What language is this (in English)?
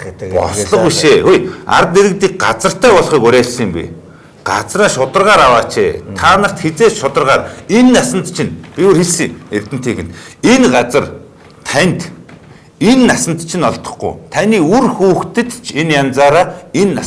Mongolian